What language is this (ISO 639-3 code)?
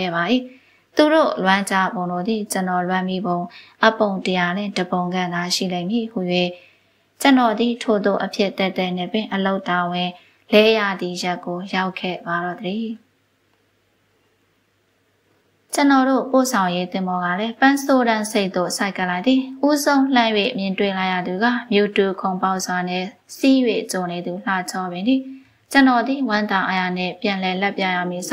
mya